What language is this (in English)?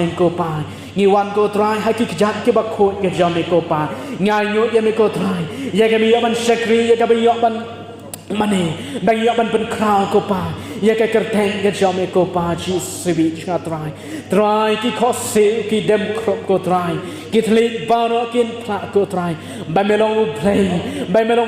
Khasi